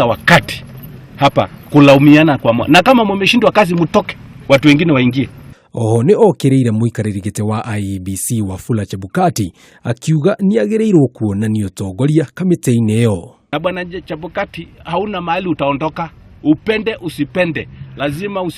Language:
Kikuyu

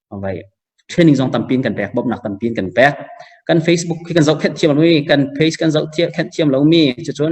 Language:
Hakha Chin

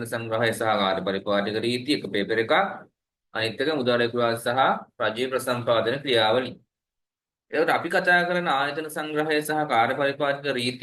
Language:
Sinhala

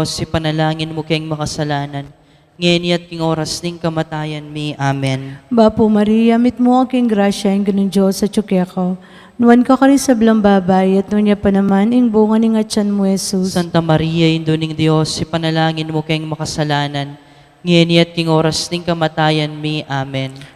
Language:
Pampanga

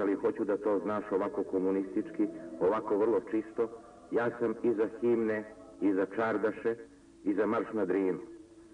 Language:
Serbian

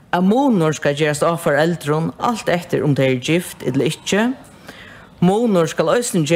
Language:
Faroese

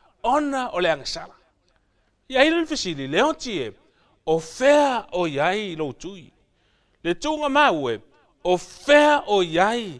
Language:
Samoan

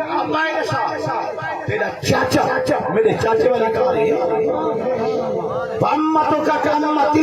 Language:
Saraiki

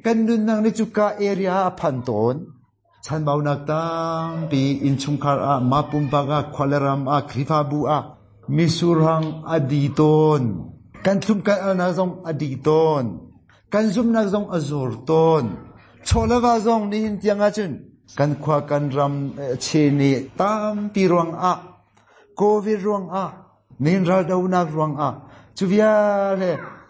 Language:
Hakha Chin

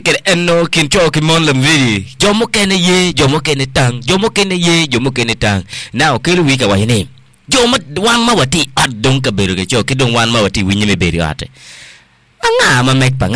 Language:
Acoli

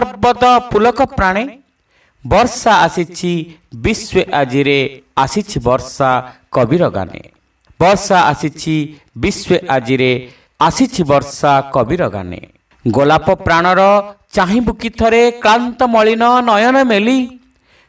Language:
Odia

